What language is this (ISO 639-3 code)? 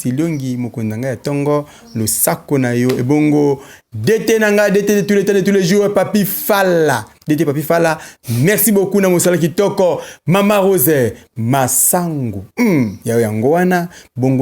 lin